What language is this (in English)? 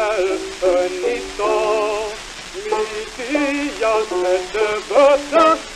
Estonian